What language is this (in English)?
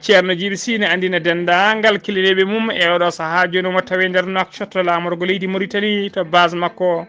Fula